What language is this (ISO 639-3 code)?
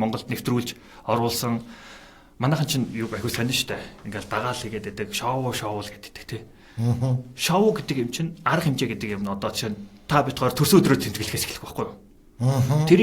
mon